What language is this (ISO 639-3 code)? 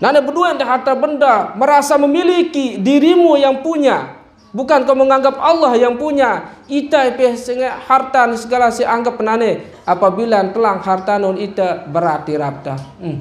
sas